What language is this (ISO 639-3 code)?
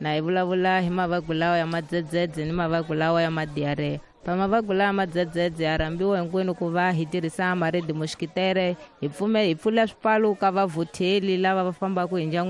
tso